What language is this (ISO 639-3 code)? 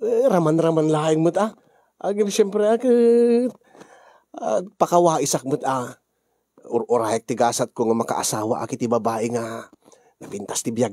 ilo